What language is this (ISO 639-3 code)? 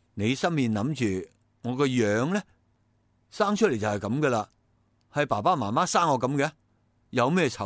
yue